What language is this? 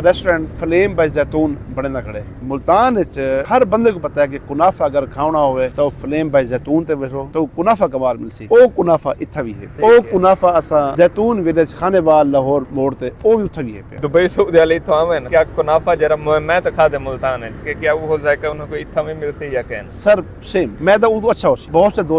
Saraiki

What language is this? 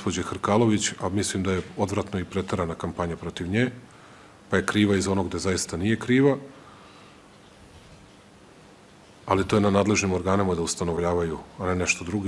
Serbian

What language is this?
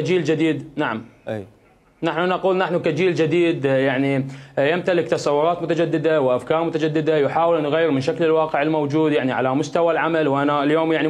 Mesopotamian Arabic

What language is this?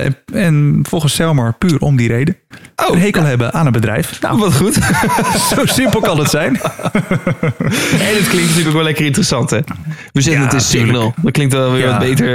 Dutch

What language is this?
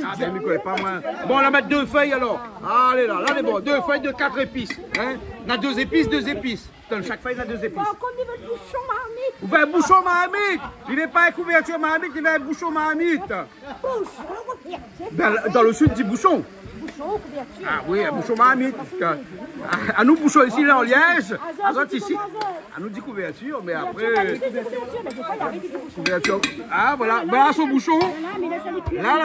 Réunion Creole French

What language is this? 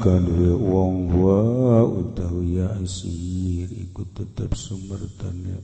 Sundanese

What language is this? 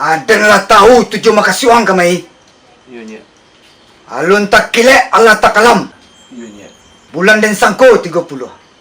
Minangkabau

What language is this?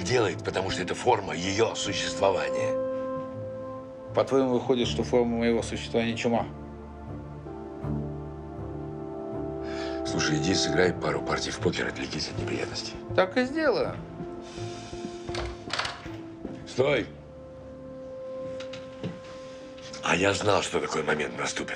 Russian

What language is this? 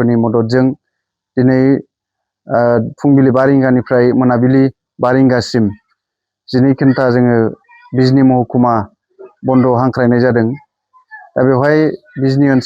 Bodo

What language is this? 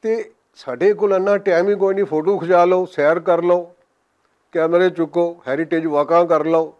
Western Panjabi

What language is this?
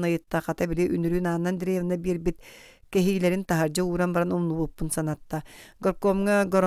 Yakut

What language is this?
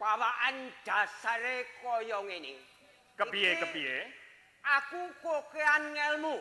Javanese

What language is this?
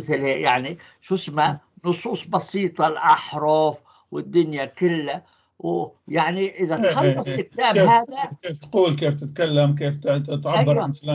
North Levantine Arabic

